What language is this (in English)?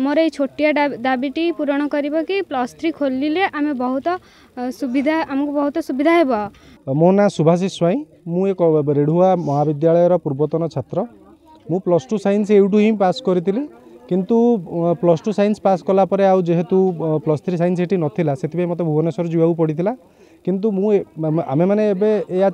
Odia